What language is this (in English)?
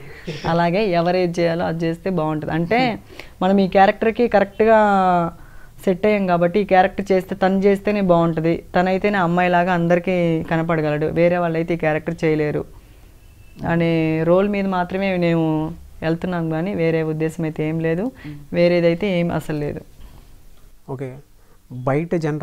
Telugu